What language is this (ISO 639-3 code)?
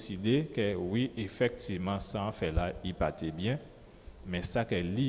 gcf